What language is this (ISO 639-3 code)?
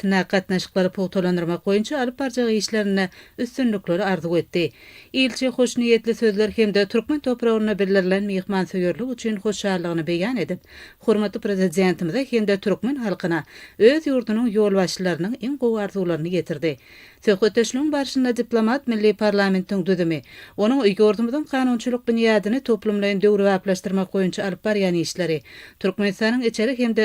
tuk